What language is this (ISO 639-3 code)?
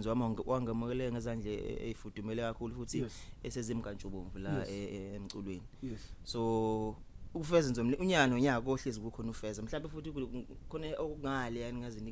zul